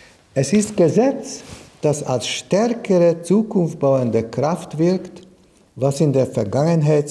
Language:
German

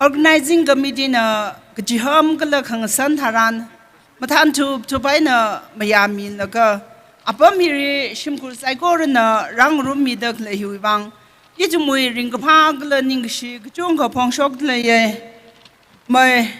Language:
Tangkhul Naga (India)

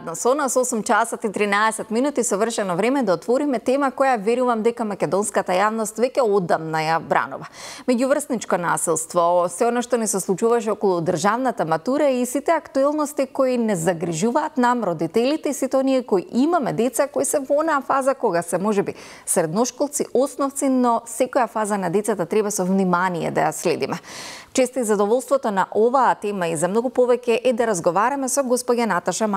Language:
Macedonian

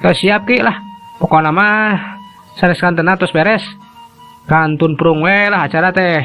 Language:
Sundanese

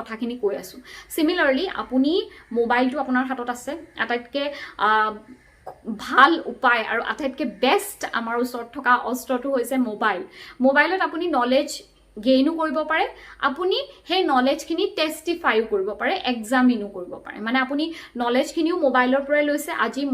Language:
Assamese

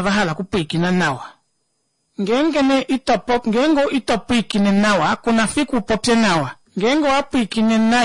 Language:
Kuanyama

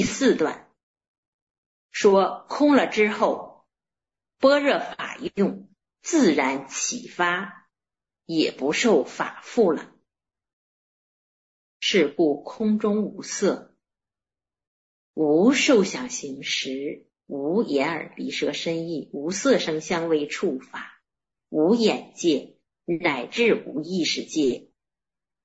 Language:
Chinese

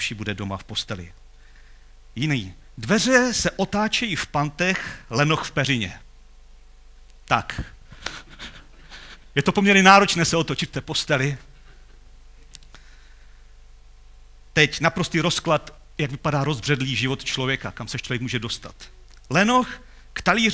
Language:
Czech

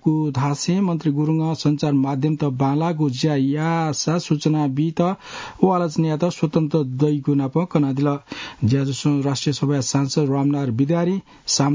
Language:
Newari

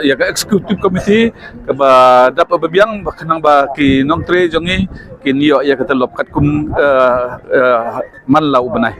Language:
Khasi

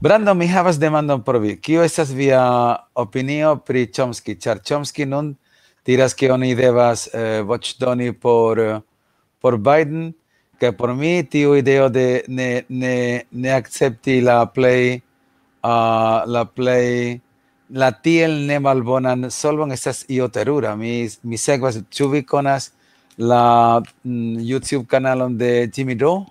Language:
Esperanto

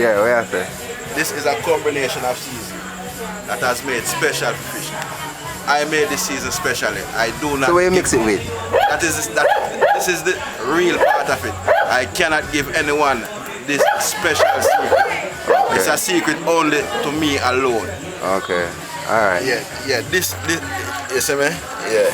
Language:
Jamaican Creole English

